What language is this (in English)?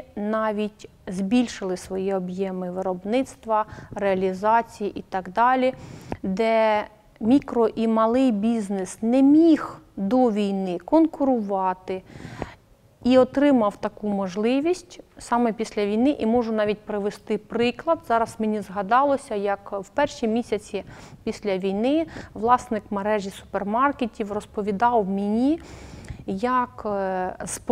Ukrainian